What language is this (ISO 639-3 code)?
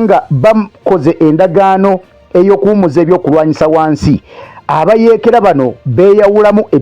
lug